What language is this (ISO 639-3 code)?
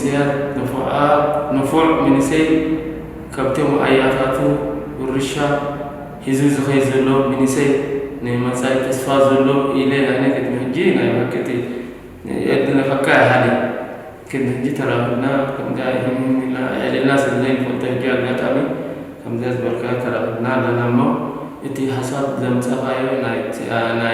tir